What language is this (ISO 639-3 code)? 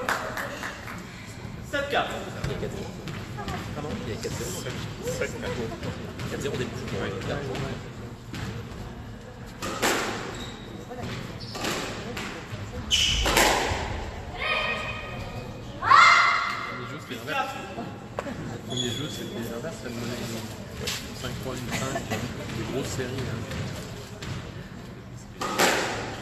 fra